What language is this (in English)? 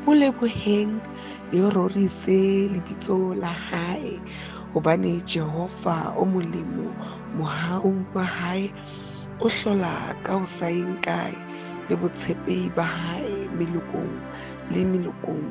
Southern Sotho